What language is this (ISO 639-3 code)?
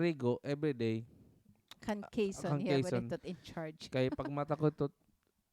war